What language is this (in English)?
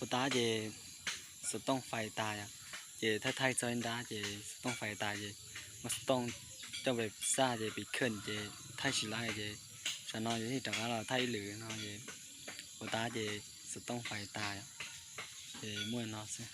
Hmong